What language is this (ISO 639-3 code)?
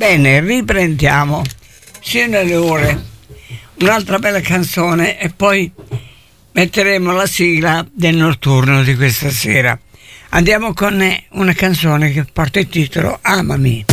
ita